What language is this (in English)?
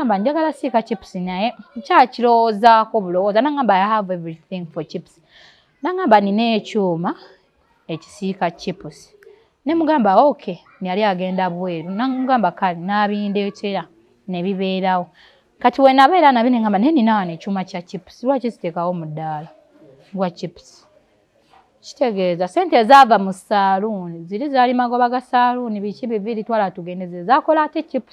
Ganda